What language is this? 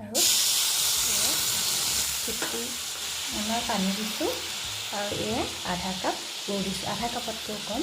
Assamese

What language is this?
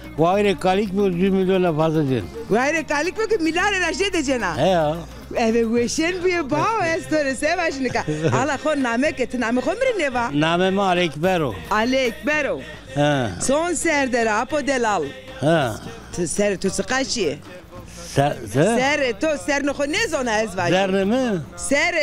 Zaza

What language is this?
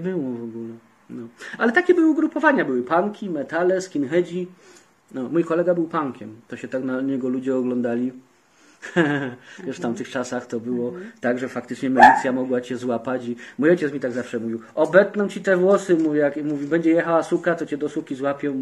Polish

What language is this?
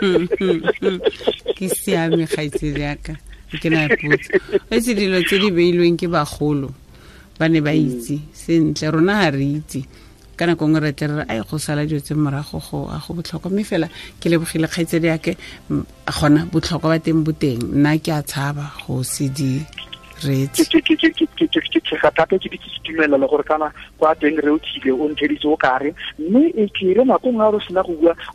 Tswana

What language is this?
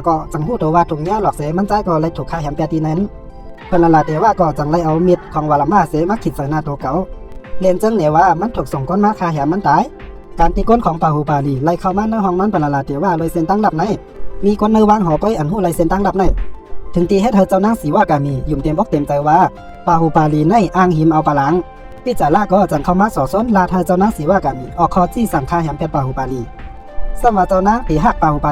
Shan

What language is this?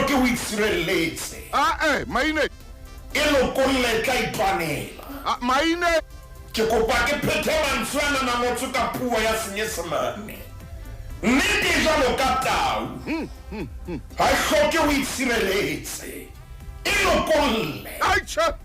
Southern Sotho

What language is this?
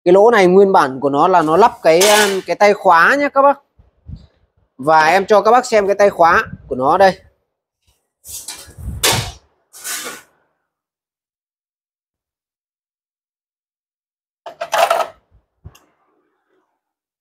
Vietnamese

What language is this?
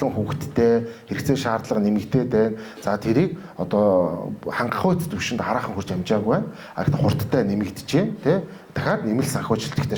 Mongolian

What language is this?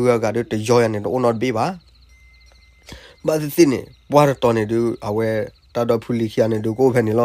S'gaw Karen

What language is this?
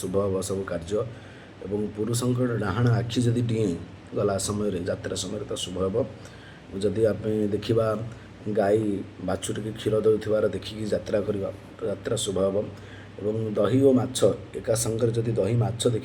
Odia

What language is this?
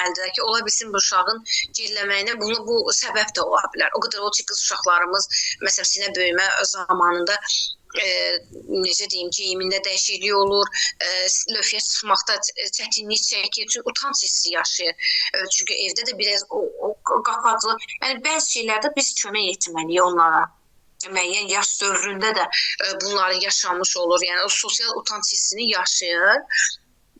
Azerbaijani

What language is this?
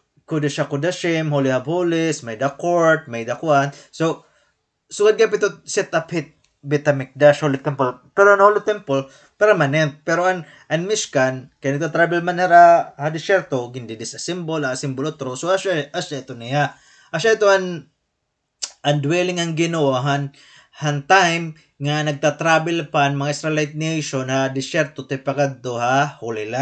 Waray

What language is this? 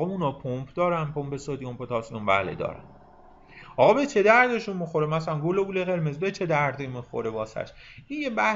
Persian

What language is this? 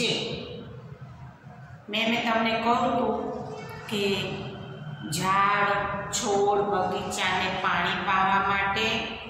Gujarati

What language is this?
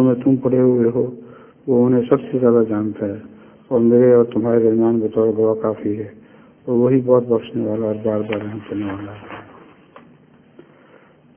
Urdu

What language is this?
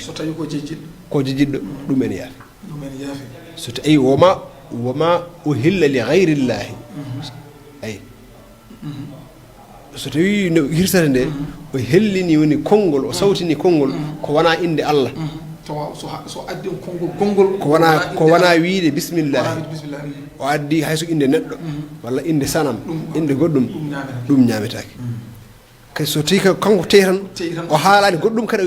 Fula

